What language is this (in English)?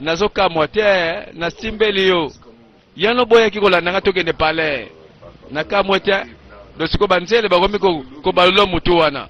Lingala